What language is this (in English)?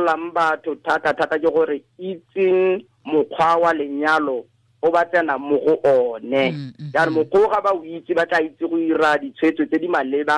Tswana